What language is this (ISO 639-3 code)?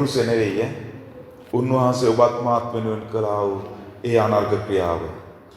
sin